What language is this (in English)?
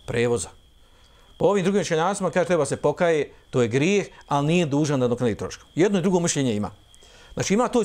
Bosnian